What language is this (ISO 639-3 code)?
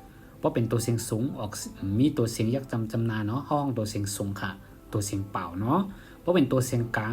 shn